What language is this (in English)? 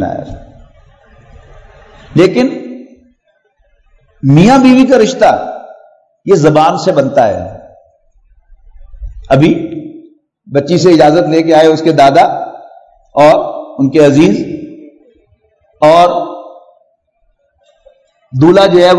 Urdu